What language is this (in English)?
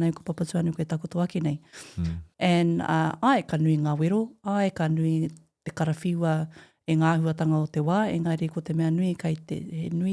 Māori